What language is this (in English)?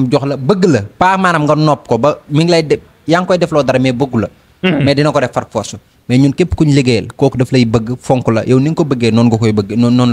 Wolof